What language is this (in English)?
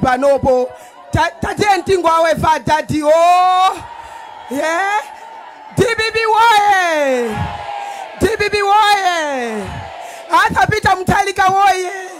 Nyanja